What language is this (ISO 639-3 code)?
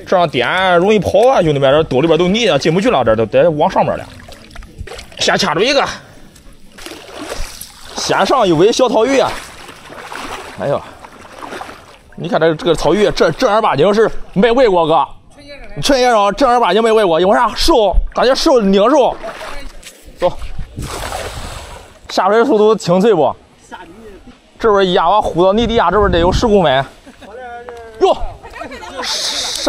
zho